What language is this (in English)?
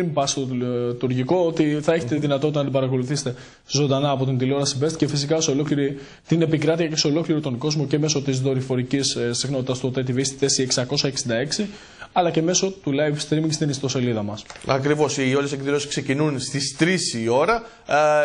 Greek